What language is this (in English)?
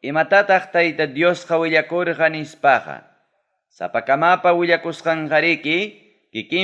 Ayacucho Quechua